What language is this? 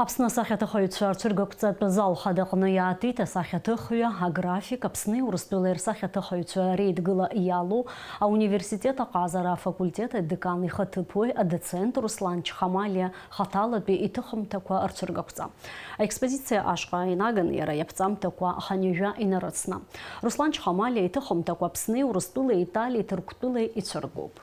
Abkhazian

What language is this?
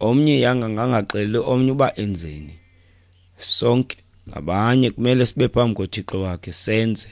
Xhosa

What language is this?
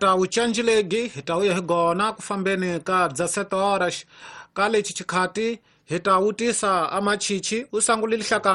Tsonga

